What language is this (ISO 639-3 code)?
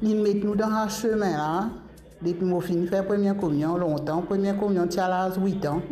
mfe